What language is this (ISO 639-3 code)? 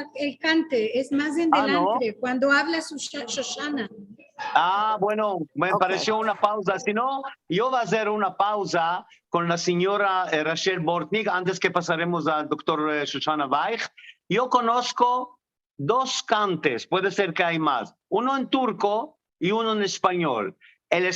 lad